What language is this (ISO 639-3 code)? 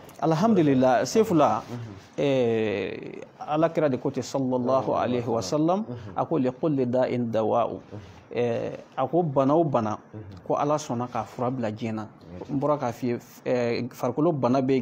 bam